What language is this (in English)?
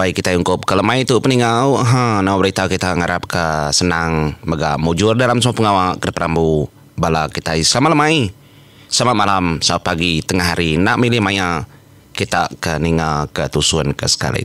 Iban